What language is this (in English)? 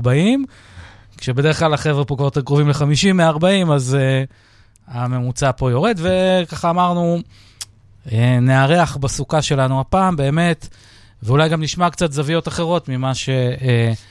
Hebrew